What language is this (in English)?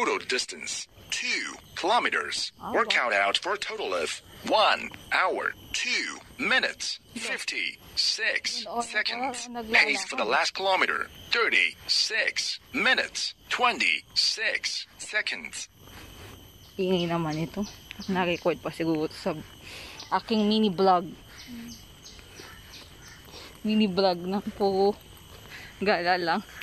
Filipino